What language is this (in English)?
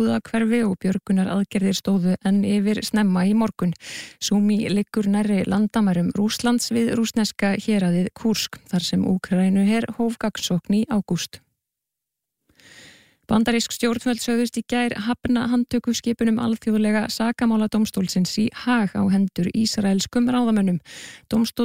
Icelandic